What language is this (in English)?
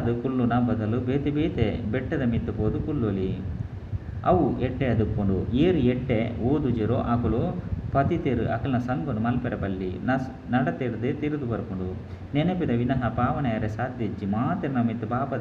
Tulu